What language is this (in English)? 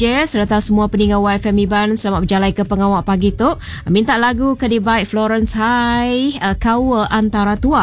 Iban